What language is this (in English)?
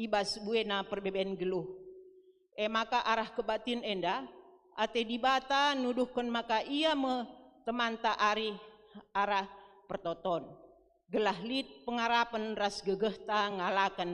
Batak Karo